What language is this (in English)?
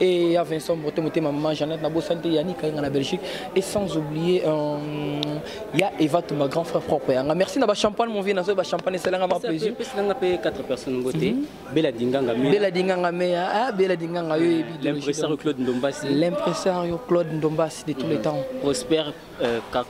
Lingala